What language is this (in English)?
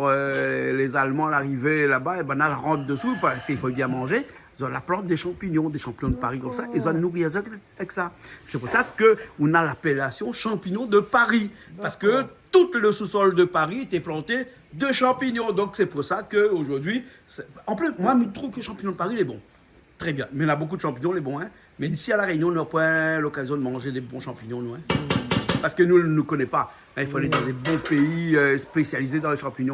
Réunion Creole French